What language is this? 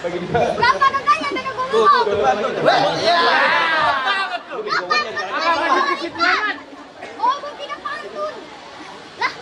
Betawi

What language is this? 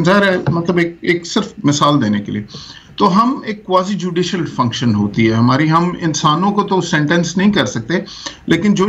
Urdu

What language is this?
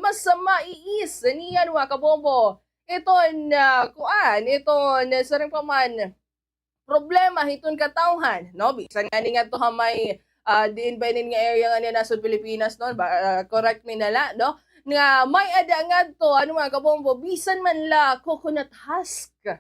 Waray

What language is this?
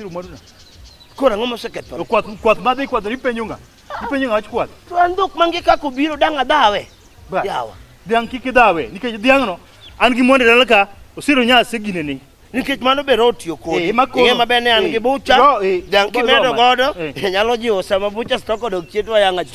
Luo (Kenya and Tanzania)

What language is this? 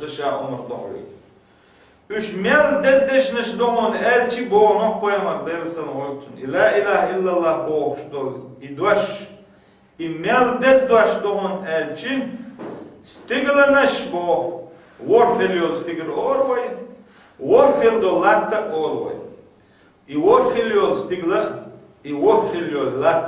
Chechen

